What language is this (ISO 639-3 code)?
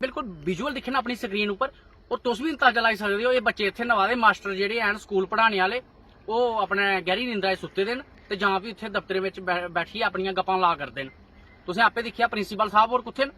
doi